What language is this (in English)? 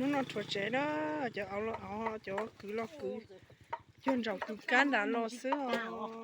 Hmong